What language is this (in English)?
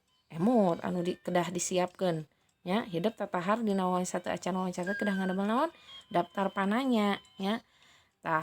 Sundanese